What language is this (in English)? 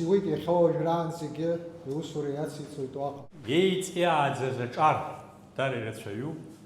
Abkhazian